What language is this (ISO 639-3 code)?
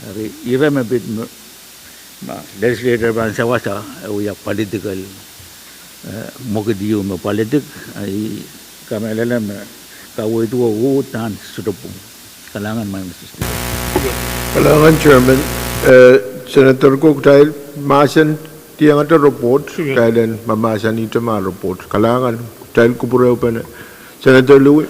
pon